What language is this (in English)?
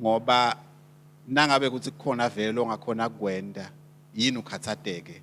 Swati